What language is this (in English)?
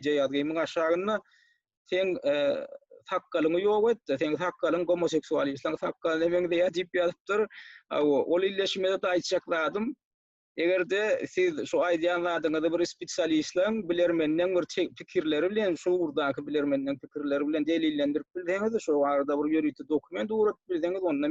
Turkmen